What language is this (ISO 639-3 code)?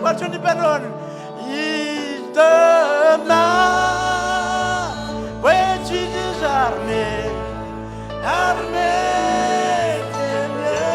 mah